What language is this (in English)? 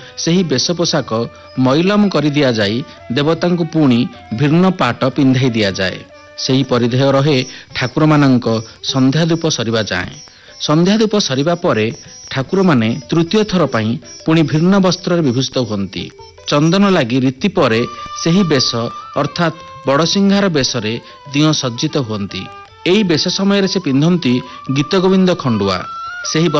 Odia